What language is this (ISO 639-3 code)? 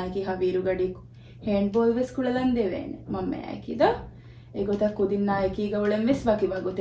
div